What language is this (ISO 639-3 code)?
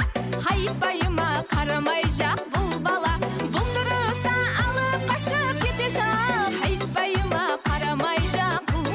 kaa